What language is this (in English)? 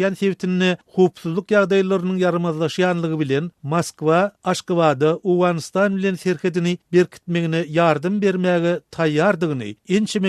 Turkmen